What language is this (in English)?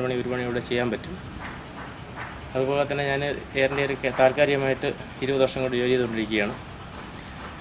Malayalam